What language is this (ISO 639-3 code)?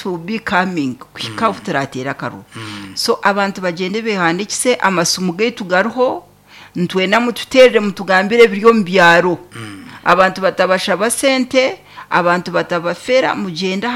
nyn